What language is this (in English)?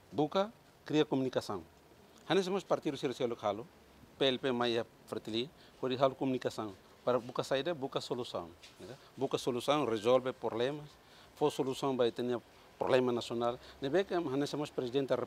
Tetum